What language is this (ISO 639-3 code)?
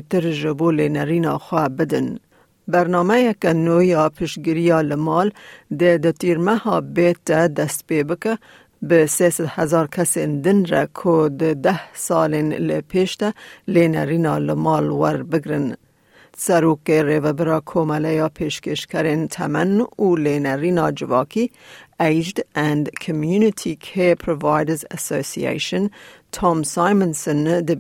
kur